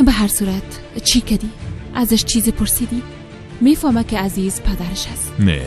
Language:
Tajik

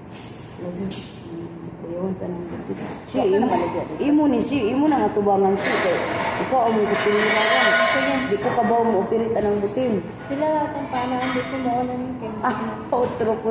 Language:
Cebuano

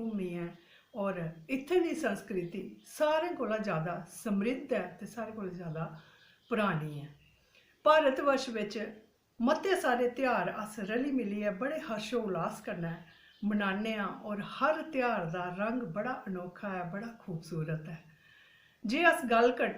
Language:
Dogri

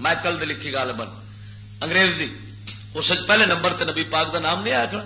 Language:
Western Panjabi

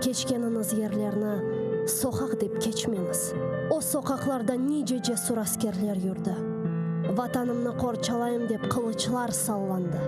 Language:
Crimean Tatar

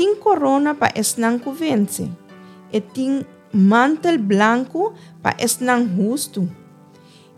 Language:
Papiamento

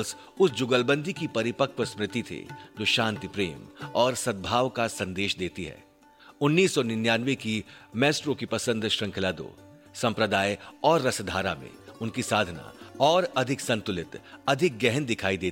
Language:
Hindi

